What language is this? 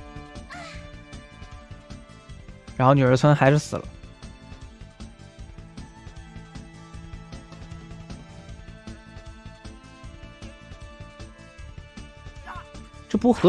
Chinese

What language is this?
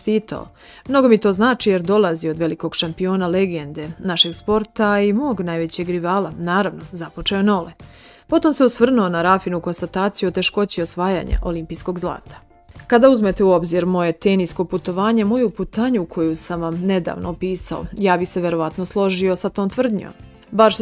Serbian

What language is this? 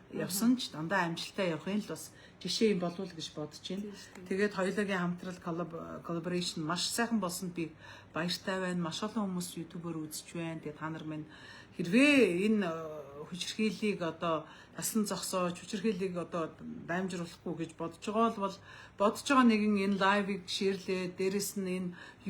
Mongolian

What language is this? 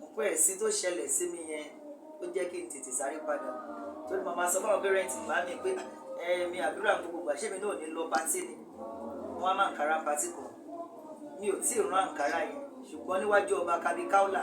Yoruba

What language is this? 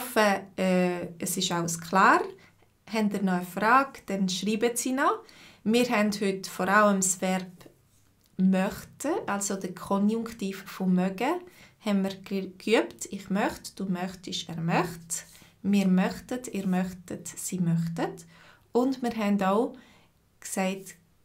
Swiss German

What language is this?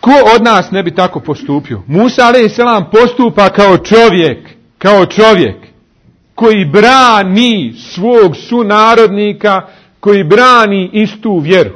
Bosnian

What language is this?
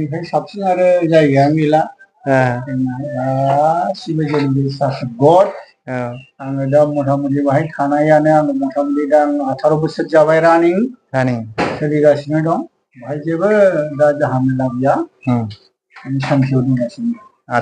Bodo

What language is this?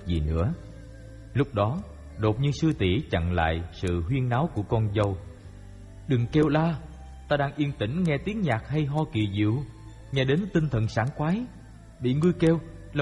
Vietnamese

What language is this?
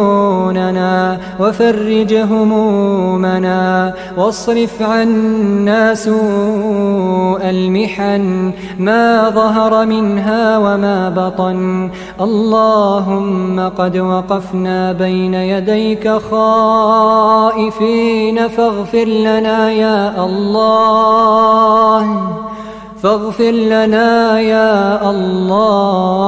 Arabic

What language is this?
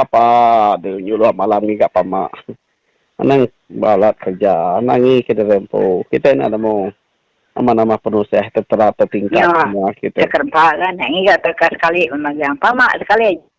Iban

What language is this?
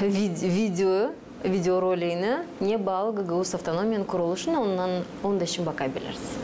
Gagauz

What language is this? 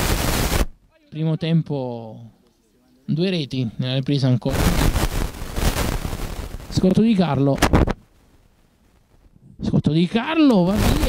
Italian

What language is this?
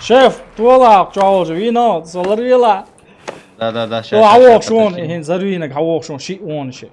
Chechen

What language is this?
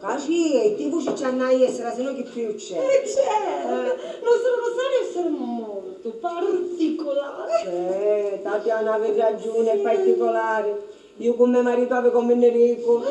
Sicilian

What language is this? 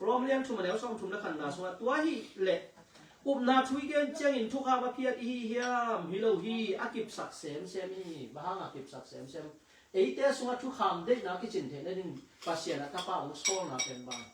Tedim Chin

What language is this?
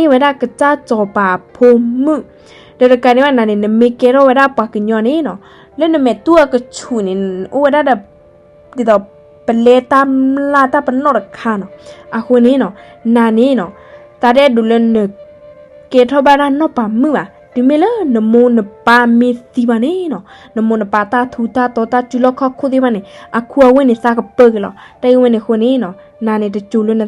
S'gaw Karen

